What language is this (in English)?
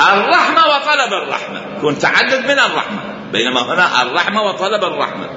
Mesopotamian Arabic